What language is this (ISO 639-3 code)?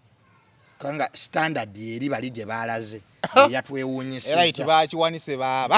lug